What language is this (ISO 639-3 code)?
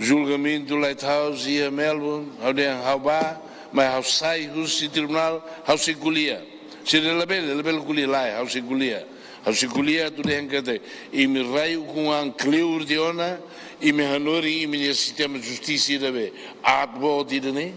tet